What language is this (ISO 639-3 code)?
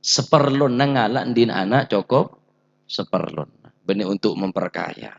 mad